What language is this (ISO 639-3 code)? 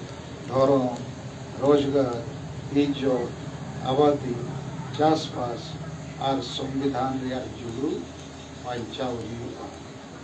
sat